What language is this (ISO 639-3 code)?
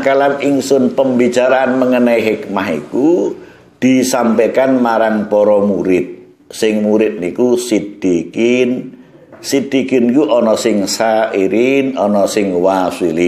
jav